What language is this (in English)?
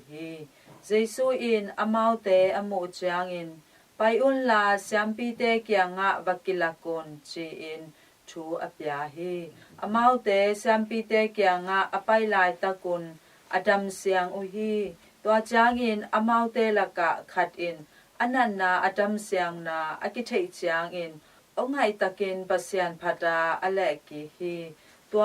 Tedim Chin